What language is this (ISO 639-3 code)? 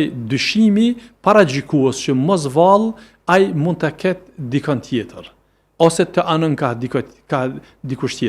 sqi